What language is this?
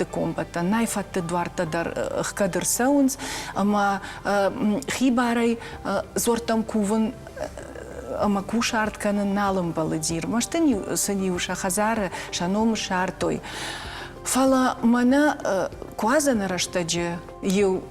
Ossetic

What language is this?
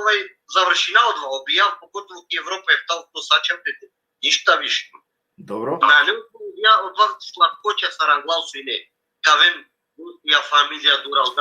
Balkan Romani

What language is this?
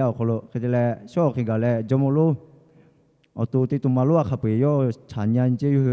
Lahu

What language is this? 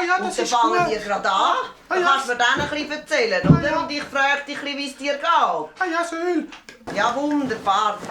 Swiss German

